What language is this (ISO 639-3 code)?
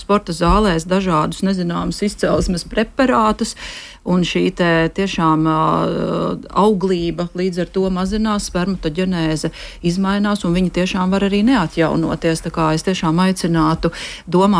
lav